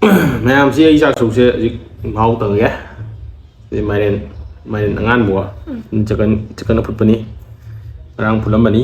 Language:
Manipuri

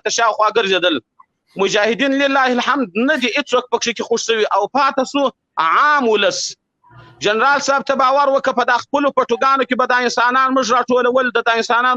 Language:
Pashto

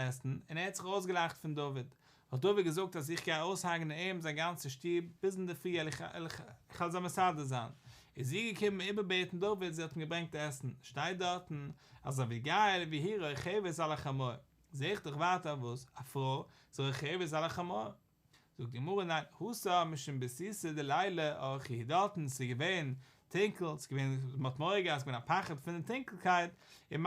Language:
Yiddish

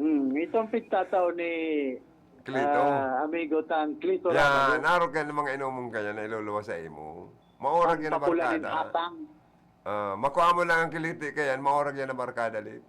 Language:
Bikol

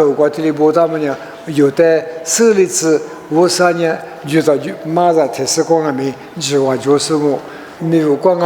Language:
Lisu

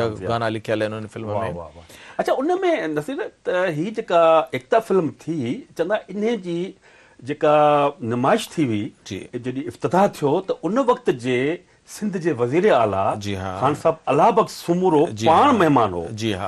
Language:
Sindhi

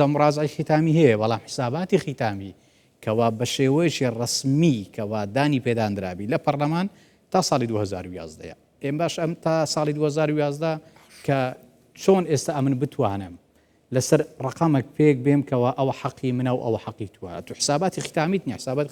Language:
Central Kurdish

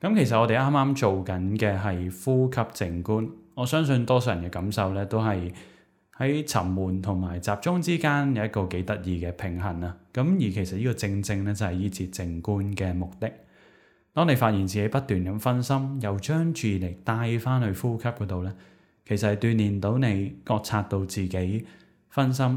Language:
Cantonese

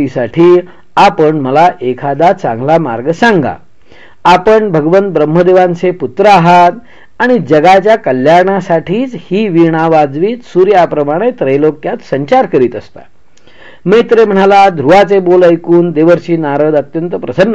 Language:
Marathi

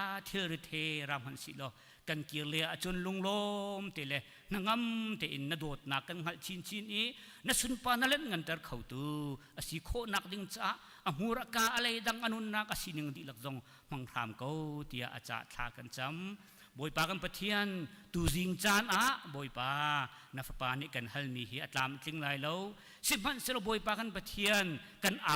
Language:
Hakha Chin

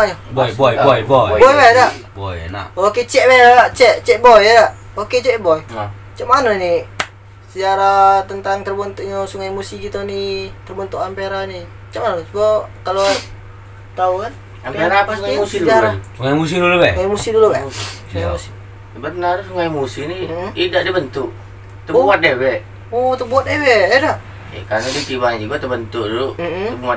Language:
Musi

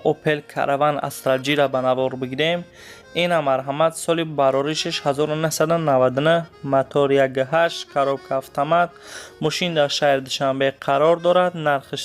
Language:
Tajik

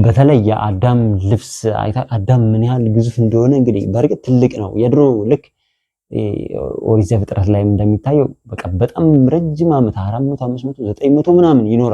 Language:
Amharic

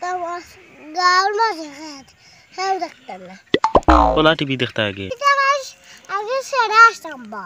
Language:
Sylheti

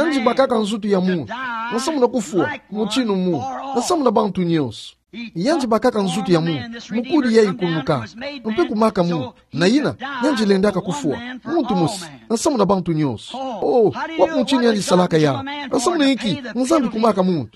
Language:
Kituba (Democratic Republic of Congo)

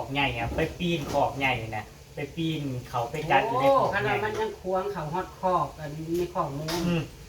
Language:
Northeastern Thai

